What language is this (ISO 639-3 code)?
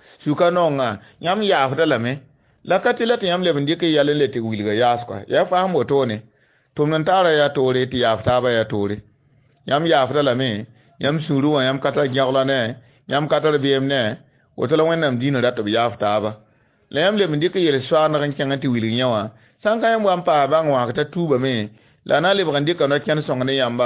mos